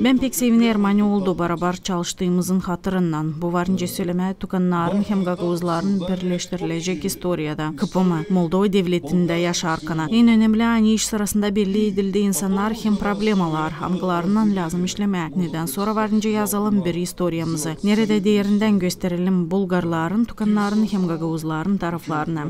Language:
Gagauz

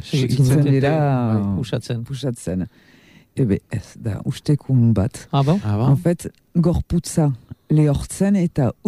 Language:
Basque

